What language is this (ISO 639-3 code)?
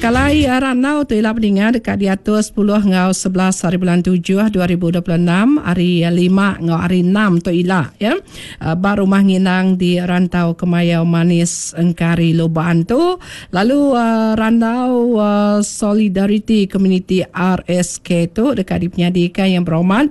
iba